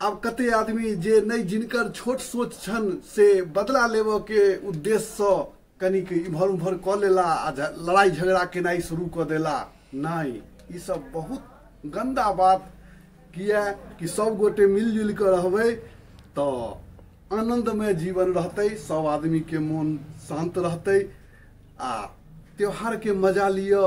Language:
Maithili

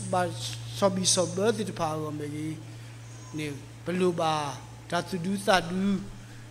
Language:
S'gaw Karen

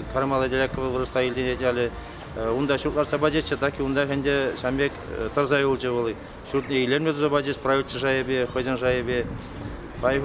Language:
Chuvash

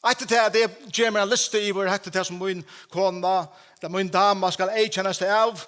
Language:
Faroese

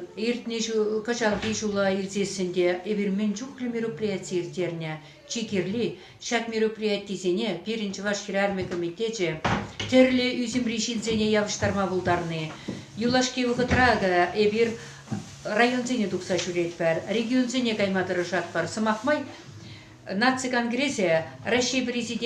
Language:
Chuvash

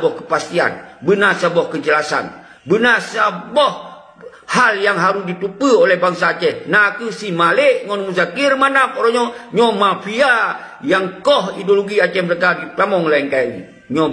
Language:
Achinese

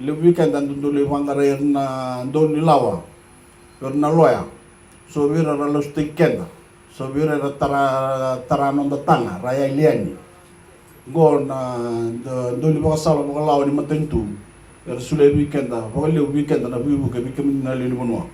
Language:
Fijian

